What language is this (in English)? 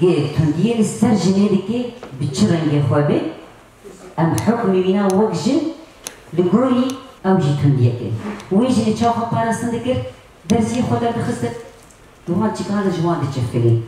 Kurdish